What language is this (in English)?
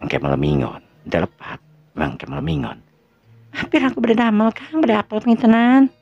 Sundanese